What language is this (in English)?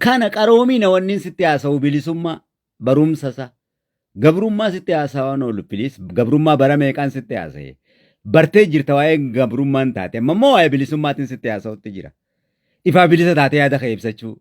Oromo